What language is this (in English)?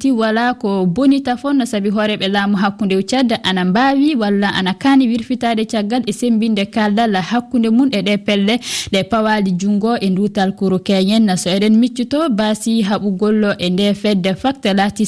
Fula